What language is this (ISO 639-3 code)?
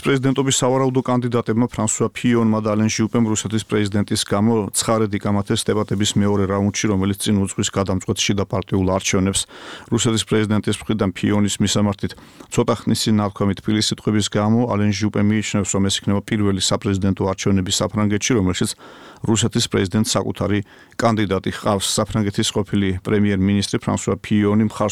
kat